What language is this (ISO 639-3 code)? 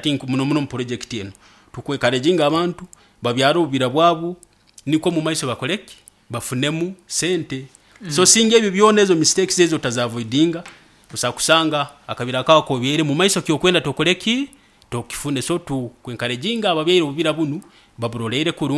nyo